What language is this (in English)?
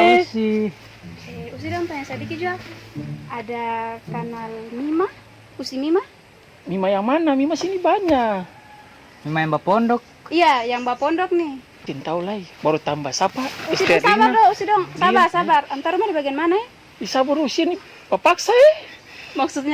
Ambonese Malay